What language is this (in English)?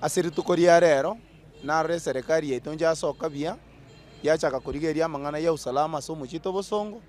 Gusii